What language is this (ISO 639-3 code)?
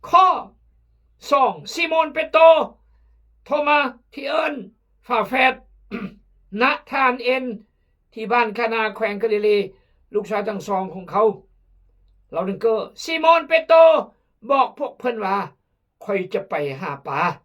kjg